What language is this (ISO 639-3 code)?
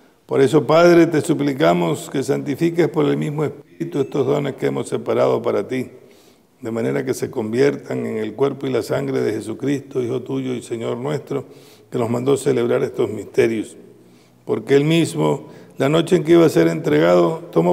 spa